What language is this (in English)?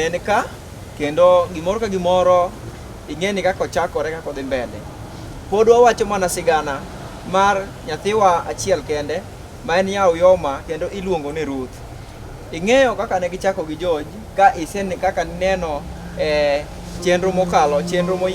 Luo (Kenya and Tanzania)